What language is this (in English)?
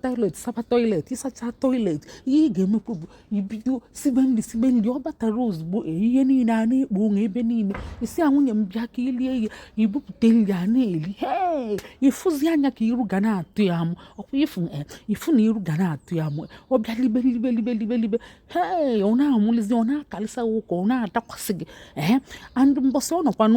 Igbo